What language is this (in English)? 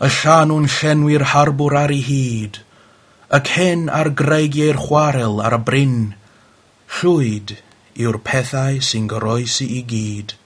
Welsh